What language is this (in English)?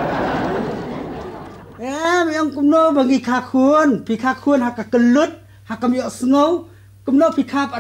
Khasi